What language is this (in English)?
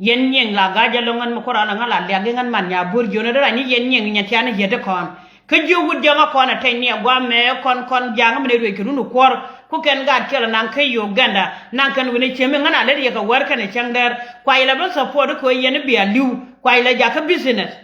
Nuer